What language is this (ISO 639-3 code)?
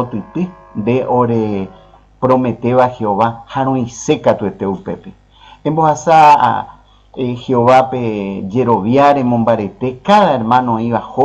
grn